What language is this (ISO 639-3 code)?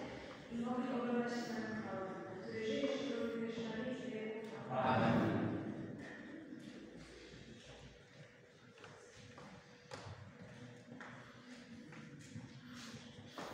pol